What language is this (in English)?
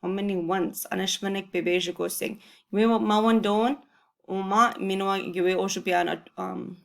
Chippewa